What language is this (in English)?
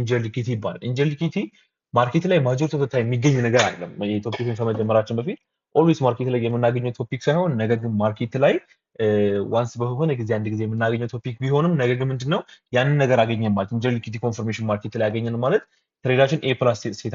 Amharic